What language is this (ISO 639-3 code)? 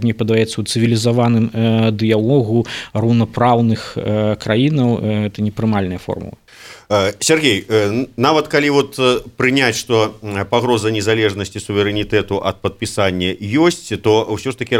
bel